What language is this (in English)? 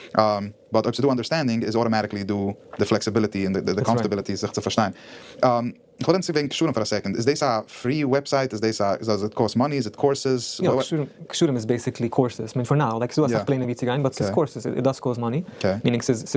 Yiddish